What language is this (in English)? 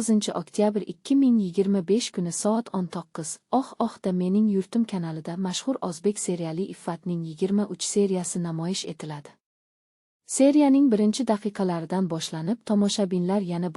Uzbek